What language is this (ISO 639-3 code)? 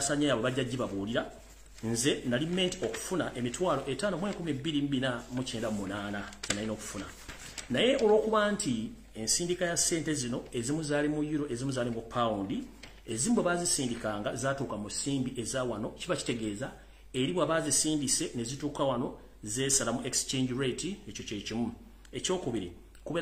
lug